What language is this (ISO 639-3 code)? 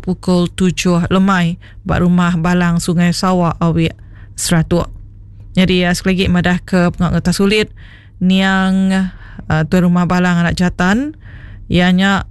iba